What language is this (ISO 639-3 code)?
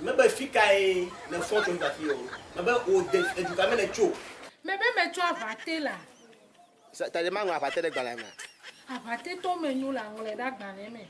ewe